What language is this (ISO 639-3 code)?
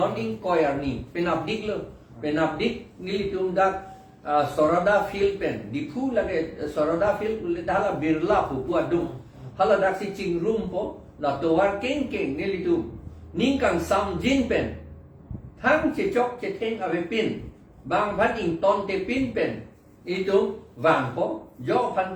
mjw